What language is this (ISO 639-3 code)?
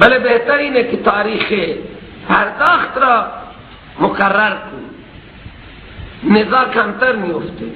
fas